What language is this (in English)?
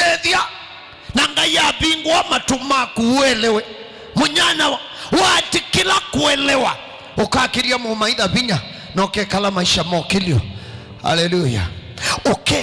Kamba